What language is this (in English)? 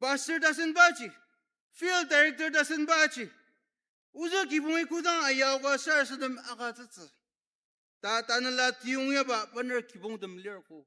Ao Naga